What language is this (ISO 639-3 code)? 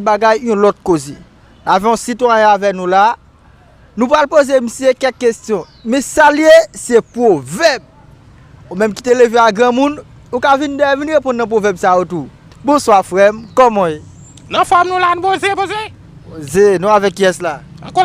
hat